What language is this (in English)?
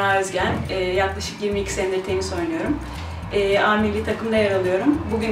Turkish